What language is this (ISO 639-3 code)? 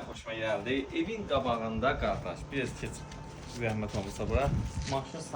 aze